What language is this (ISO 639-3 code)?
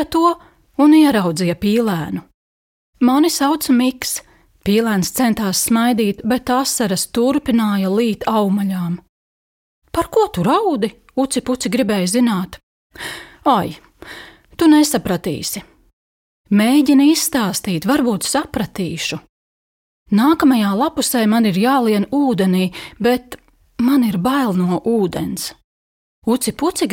lav